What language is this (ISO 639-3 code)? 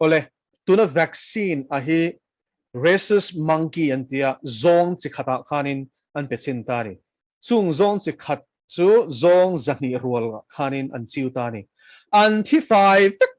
lus